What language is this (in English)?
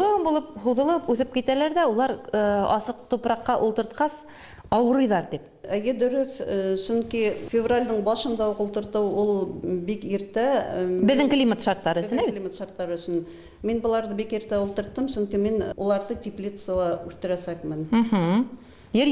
Bashkir